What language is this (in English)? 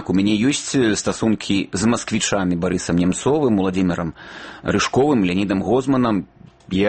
Belarusian